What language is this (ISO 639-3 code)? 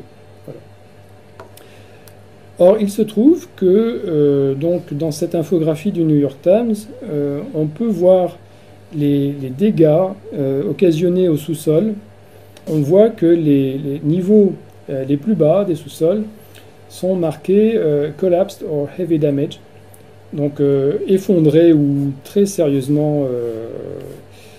fra